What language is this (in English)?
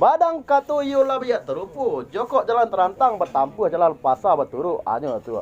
Minangkabau